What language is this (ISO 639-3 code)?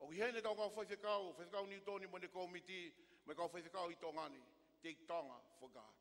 ton